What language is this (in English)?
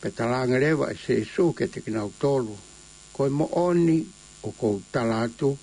Tongan